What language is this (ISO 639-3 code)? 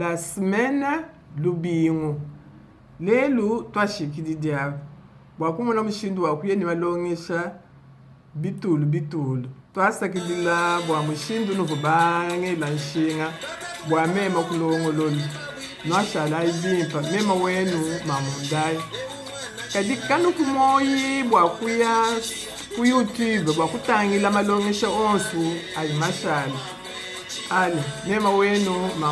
lua